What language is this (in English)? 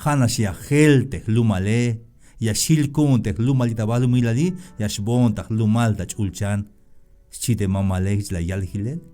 Tzeltal